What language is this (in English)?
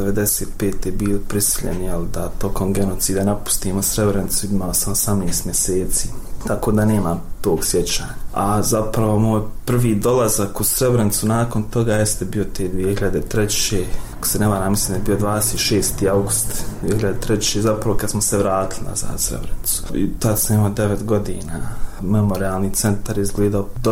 Bosnian